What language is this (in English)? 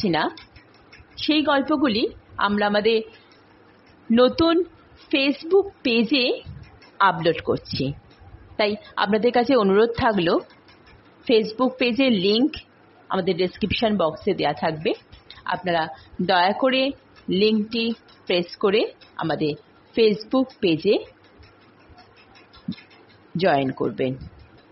Bangla